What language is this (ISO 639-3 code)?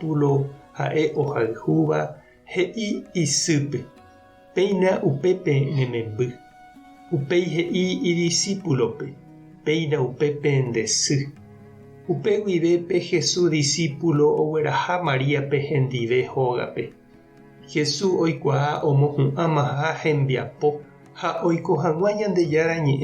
grn